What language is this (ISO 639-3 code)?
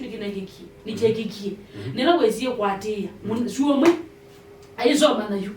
kam